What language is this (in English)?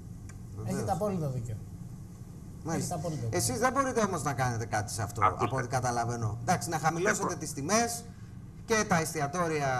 Greek